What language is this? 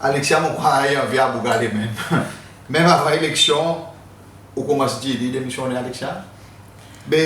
Seselwa Creole French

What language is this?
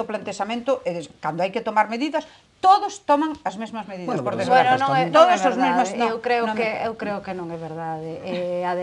Galician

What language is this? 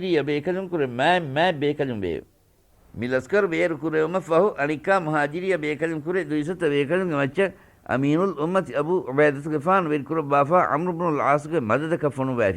Divehi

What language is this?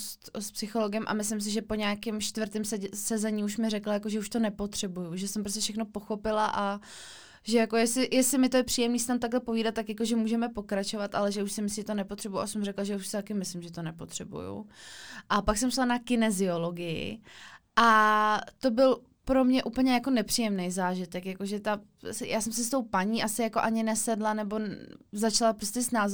Czech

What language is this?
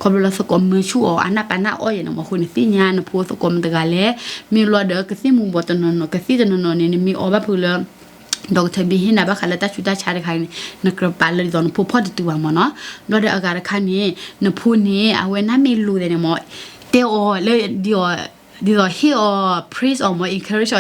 S'gaw Karen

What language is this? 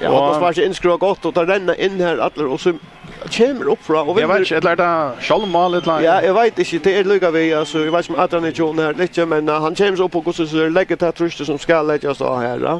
Faroese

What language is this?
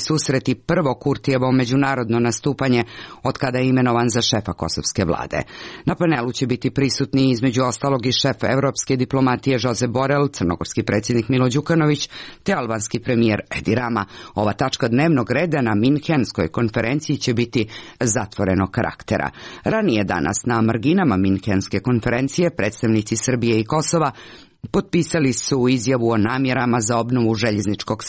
Croatian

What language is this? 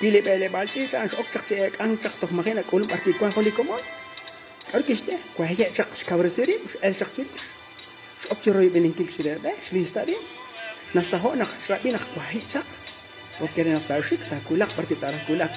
Kekchí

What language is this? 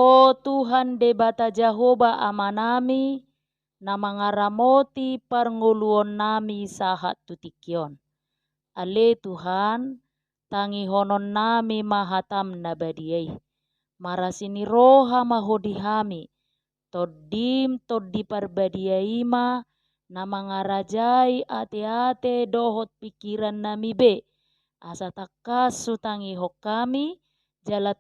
Batak Toba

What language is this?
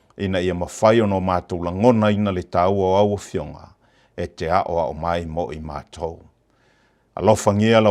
Samoan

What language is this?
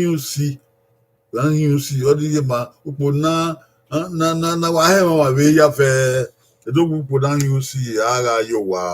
Bini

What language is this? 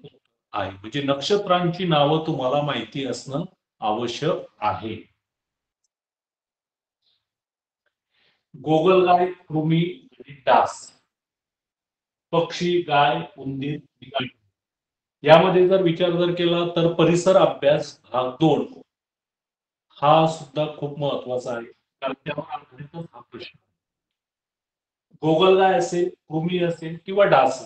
Marathi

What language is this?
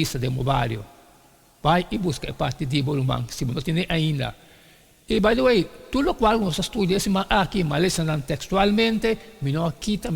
Papiamento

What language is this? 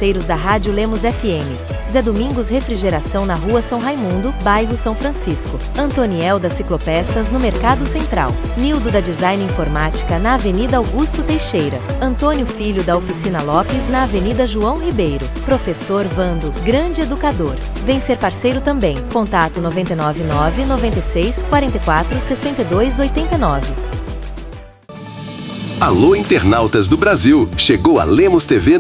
Portuguese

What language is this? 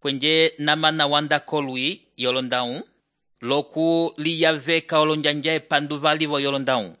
Umbundu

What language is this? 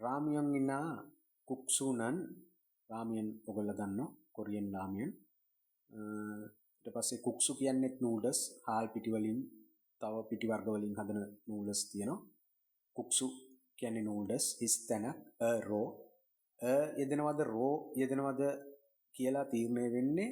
Sinhala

